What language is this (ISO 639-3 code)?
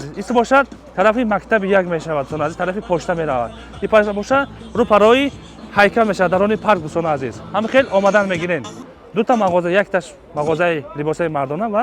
tgk